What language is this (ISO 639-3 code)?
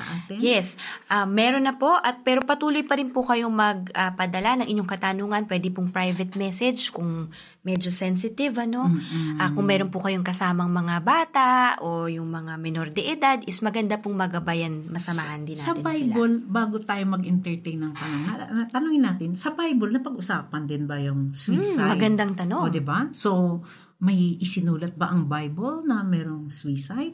fil